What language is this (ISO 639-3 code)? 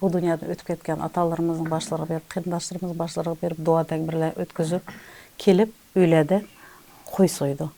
uig